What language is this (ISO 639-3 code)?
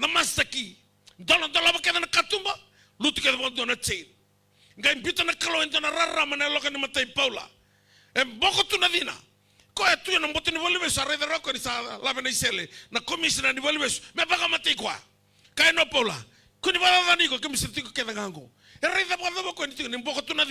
fij